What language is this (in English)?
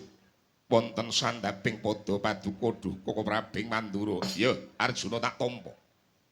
Javanese